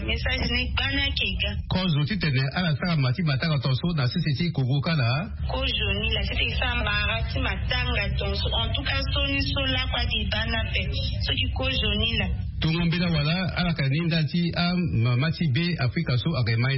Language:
Sango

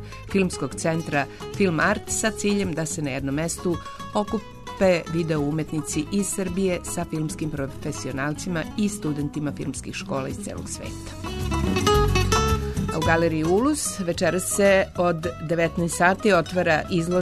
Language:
Serbian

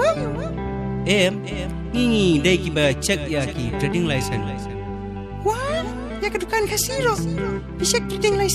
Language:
Khasi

